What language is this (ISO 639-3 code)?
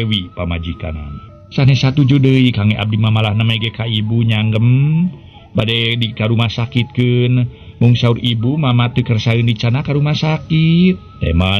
sun